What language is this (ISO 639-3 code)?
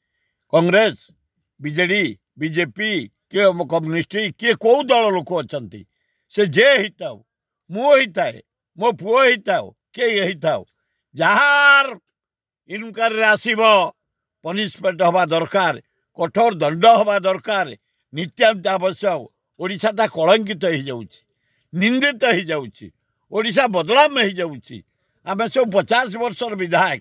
ori